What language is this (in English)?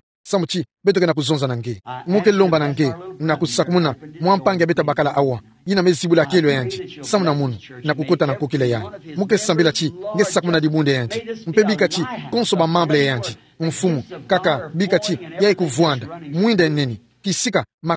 Kituba (Democratic Republic of Congo)